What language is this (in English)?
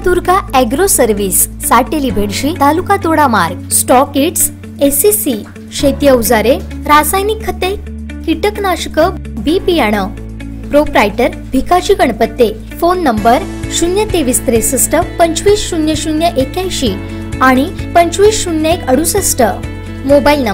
Marathi